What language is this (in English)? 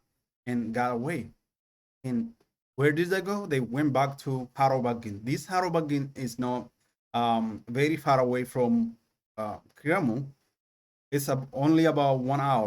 English